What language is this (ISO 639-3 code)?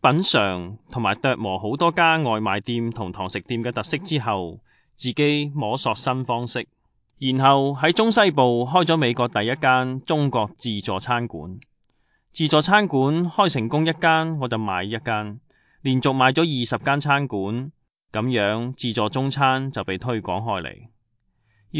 yue